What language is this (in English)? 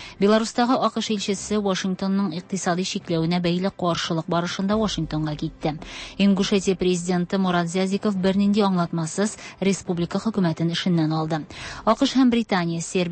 Tatar